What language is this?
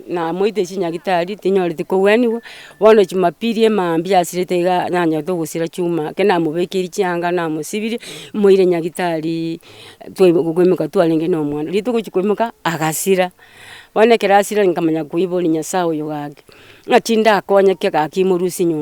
Gusii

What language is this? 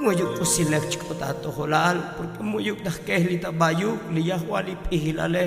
Tzotzil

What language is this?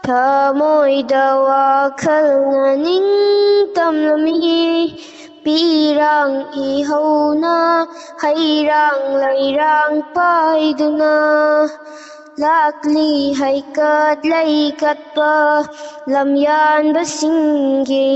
Manipuri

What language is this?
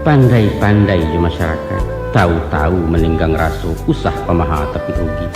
Minangkabau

